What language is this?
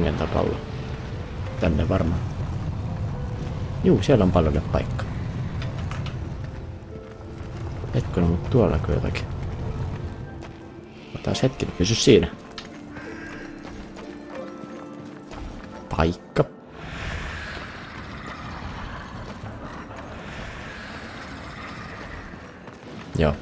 Finnish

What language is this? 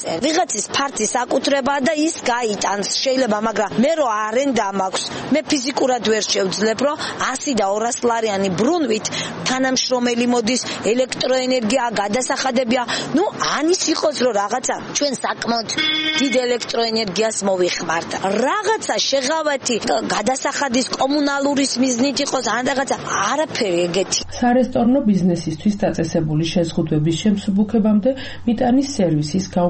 Georgian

